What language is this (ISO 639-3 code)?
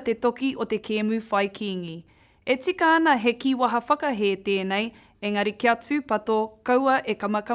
mri